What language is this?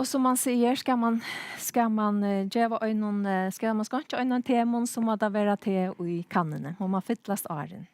Faroese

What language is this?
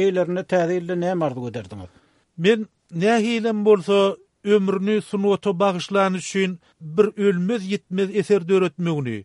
Turkmen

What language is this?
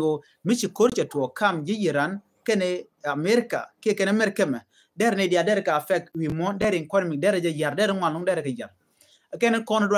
Nuer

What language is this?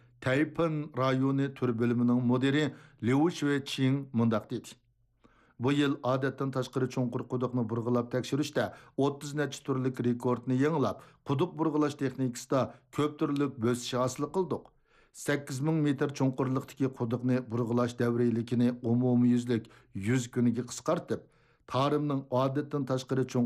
Uyghur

